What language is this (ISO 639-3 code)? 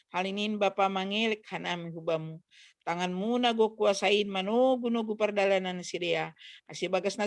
bts